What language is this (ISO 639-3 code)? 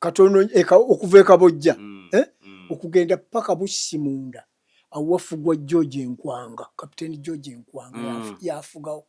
lug